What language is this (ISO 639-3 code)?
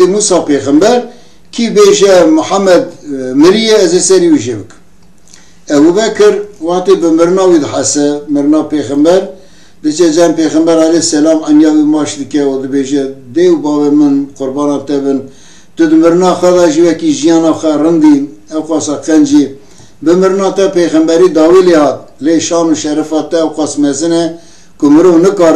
kur